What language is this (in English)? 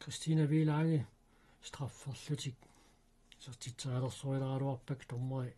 Kalaallisut